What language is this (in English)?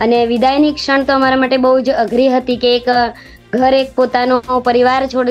Gujarati